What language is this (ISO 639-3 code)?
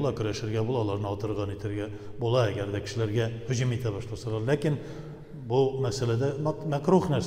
tat